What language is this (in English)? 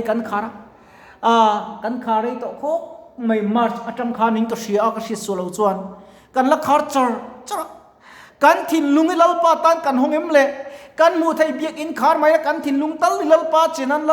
Mizo